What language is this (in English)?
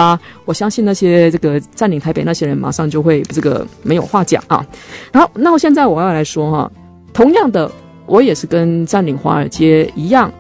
Chinese